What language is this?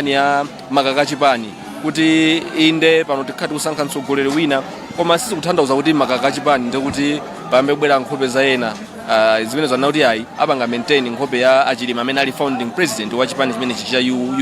Nyanja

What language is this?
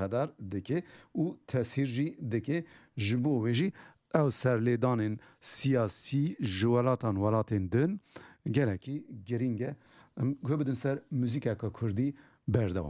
Kurdish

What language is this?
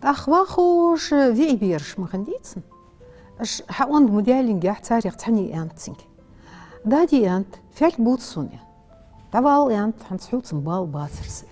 Ingush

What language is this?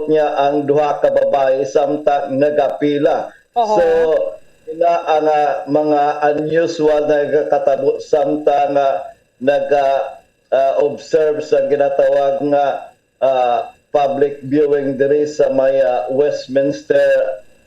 Hiligaynon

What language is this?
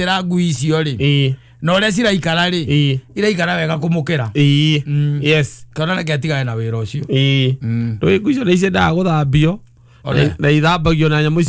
Kikuyu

